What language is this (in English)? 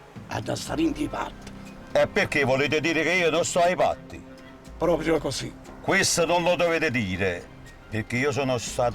Neapolitan